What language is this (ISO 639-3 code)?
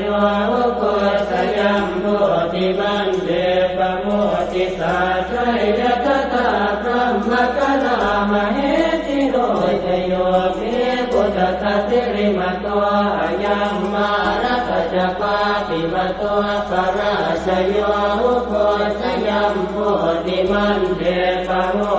pli